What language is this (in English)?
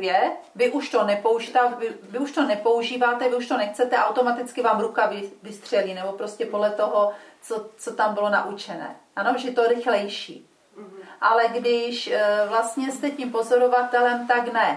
Czech